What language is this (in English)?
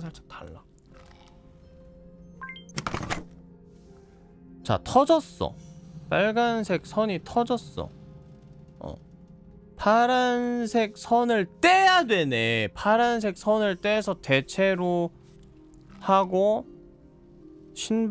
Korean